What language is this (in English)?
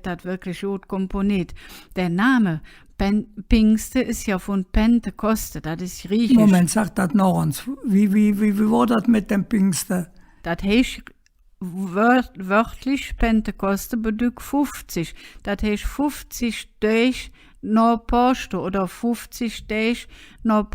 Colognian